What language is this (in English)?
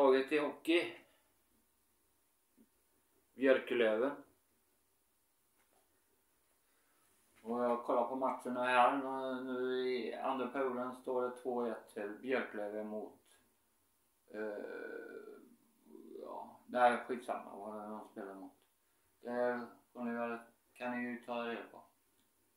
Swedish